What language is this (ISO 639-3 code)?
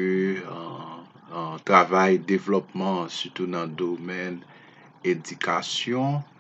hat